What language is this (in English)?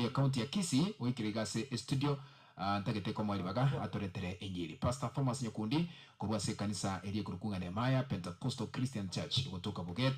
Gusii